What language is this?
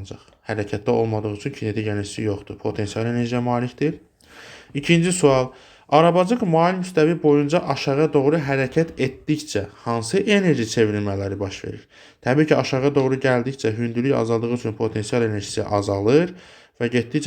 Azerbaijani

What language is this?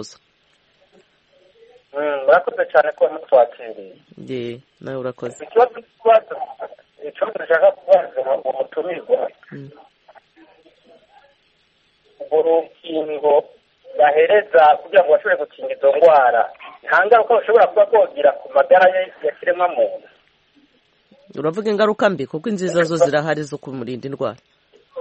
Kinyarwanda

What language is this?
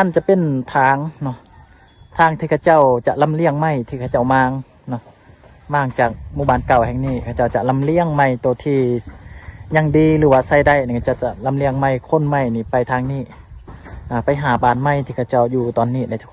Lao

